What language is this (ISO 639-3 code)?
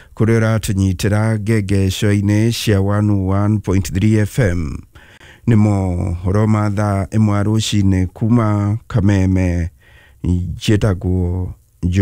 kik